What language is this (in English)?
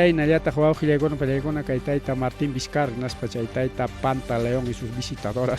Ayacucho Quechua